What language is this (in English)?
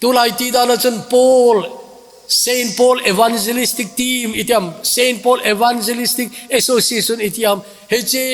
Thado Chin